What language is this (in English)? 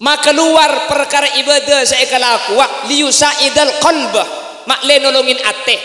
Madurese